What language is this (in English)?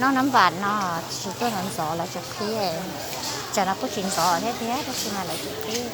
Hmong